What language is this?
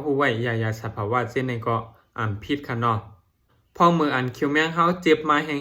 Shan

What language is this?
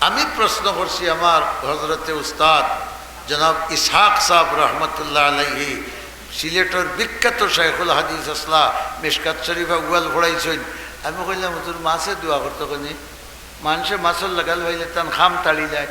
Sylheti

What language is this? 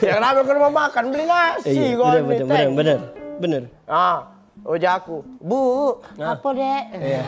Musi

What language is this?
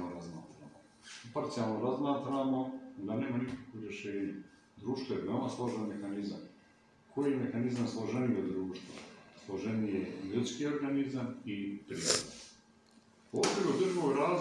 Serbian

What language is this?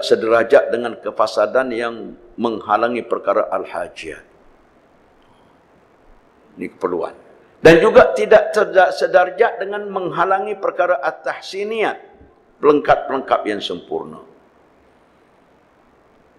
Malay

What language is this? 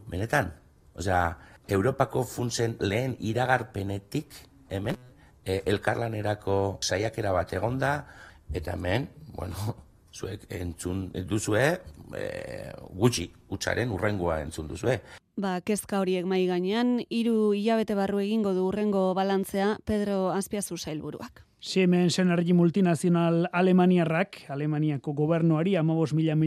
Basque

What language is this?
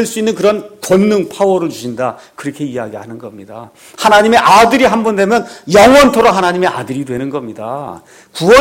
Korean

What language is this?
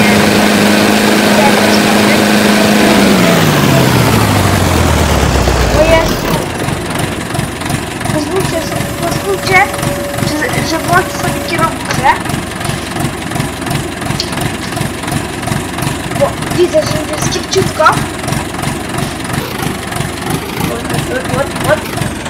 Polish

